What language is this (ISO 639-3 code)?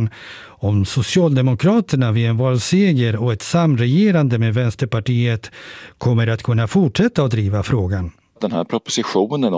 swe